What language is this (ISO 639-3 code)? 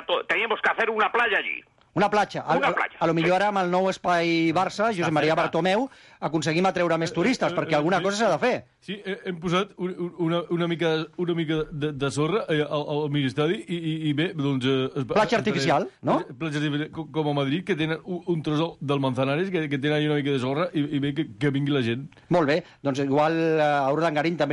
cat